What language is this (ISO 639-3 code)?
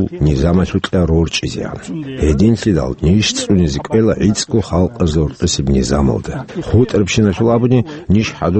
ava